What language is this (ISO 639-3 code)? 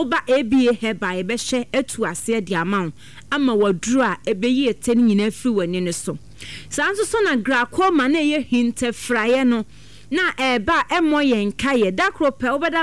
aka